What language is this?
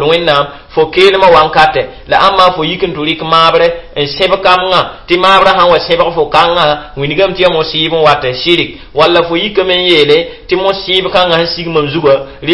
Mossi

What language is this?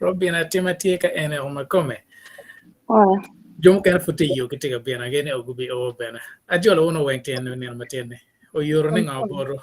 Acoli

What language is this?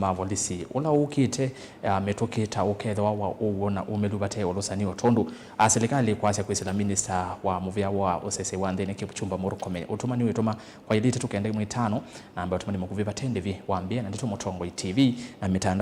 Kamba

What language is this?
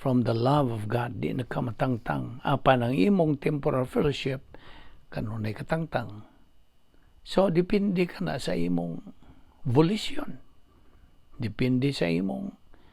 Cebuano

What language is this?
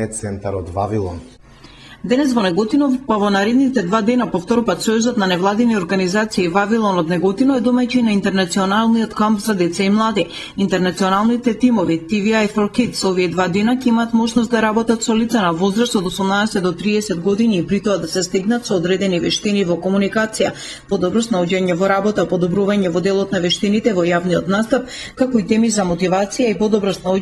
Macedonian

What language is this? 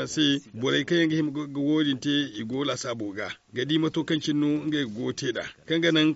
Zarma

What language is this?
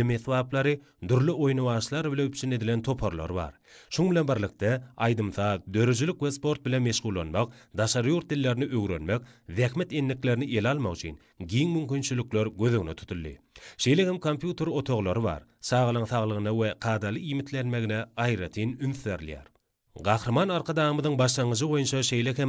Turkmen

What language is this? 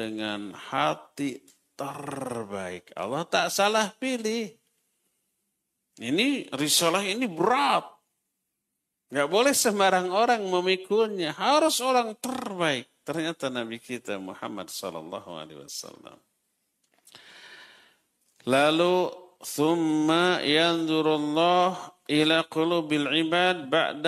Indonesian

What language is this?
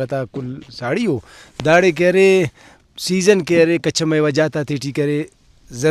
Brahui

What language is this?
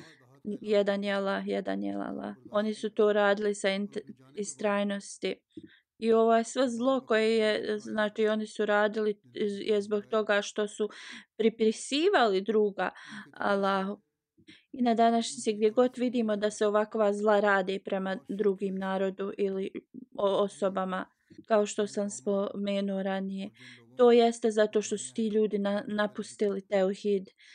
Bosnian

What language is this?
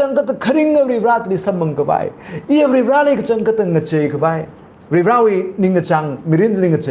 Tangkhul Naga (India)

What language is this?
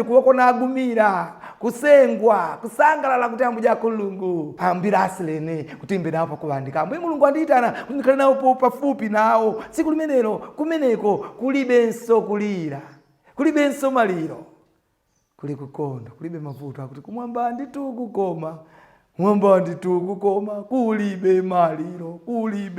Nyanja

